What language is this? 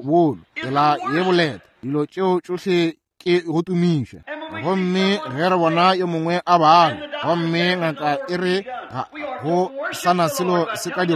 Northern Sotho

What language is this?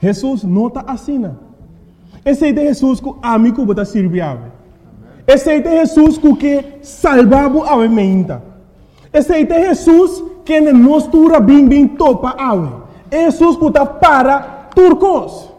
Papiamento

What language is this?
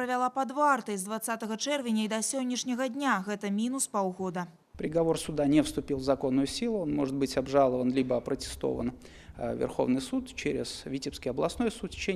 Belarusian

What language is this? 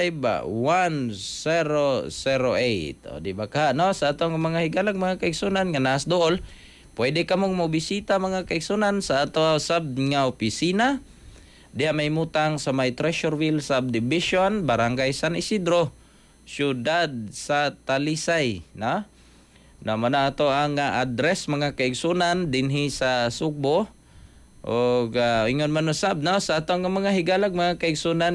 Cebuano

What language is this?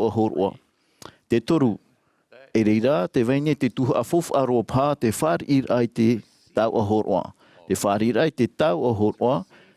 Tahitian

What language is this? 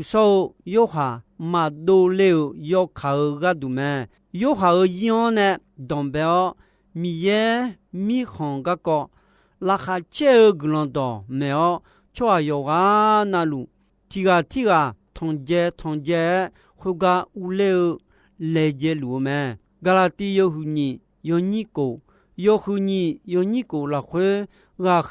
Akha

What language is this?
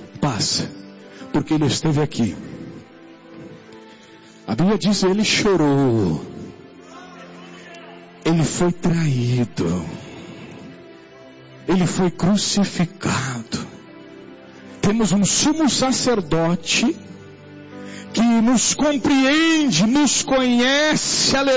Portuguese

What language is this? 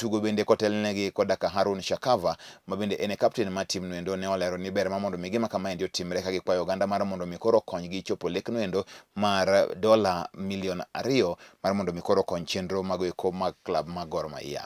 Luo (Kenya and Tanzania)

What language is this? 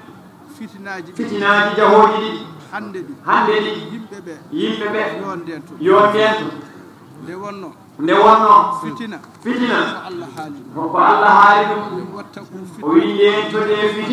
Fula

